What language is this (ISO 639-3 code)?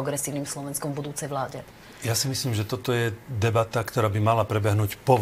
slk